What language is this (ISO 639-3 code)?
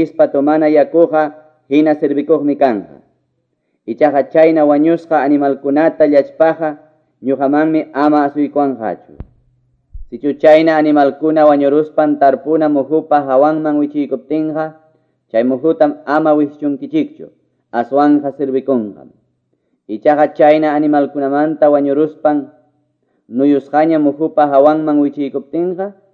que